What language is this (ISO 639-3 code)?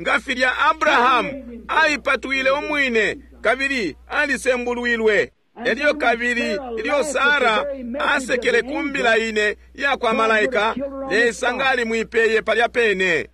bem